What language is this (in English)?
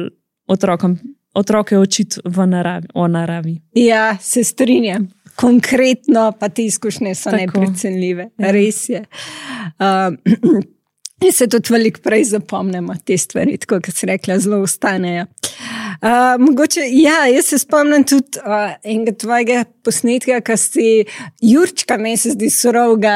Slovenian